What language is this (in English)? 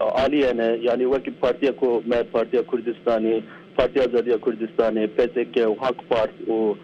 Kurdish